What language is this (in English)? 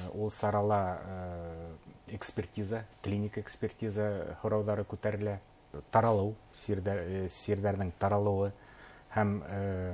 Bashkir